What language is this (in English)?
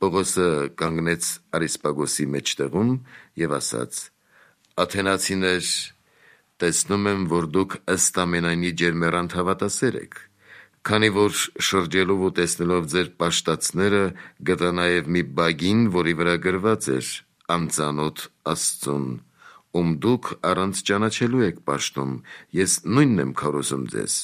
Armenian